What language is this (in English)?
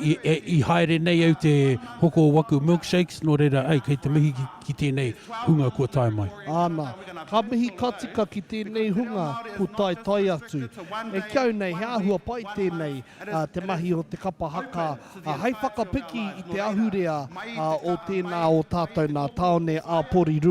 Māori